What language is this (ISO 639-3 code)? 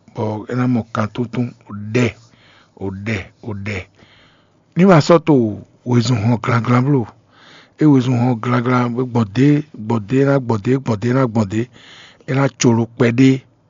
fon